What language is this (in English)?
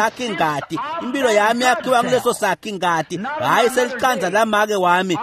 Swati